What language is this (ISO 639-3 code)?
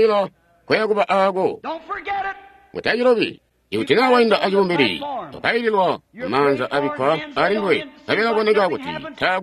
toi